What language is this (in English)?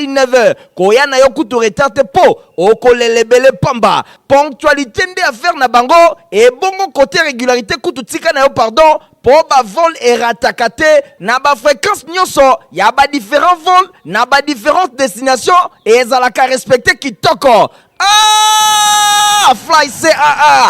Lingala